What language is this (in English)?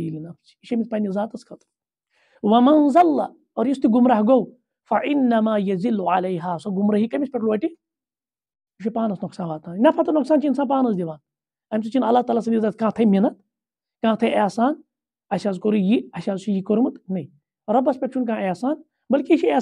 Kashmiri